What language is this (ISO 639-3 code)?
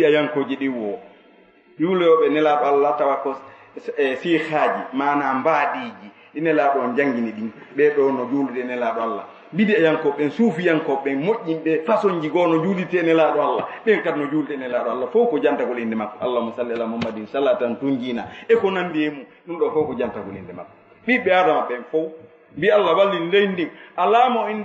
ful